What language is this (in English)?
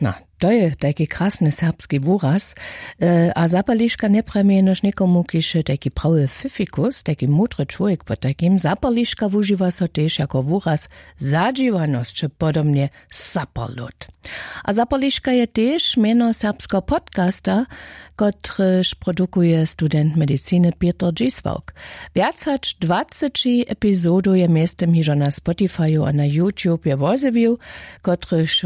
Upper Sorbian